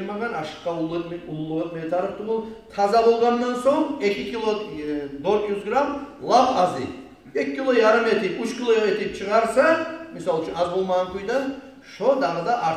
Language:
Kumyk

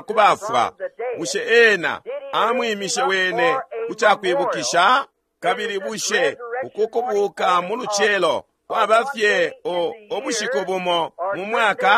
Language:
Bemba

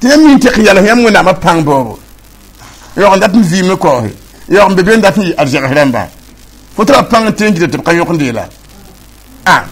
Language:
Mossi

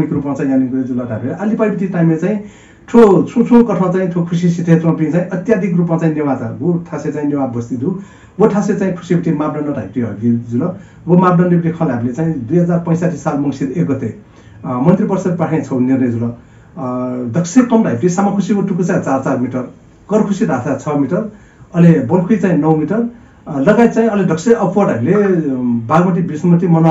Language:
Newari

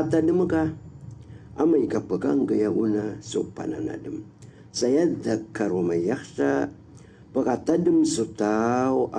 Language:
Maranao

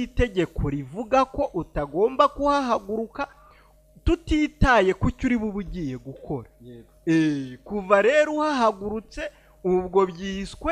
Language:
Kinyarwanda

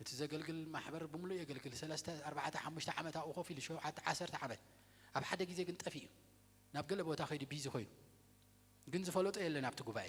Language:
Tigrinya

